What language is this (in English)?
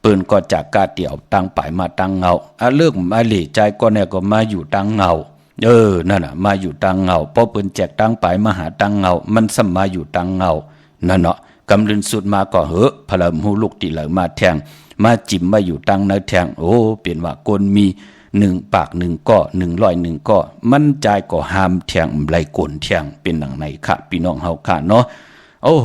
Shan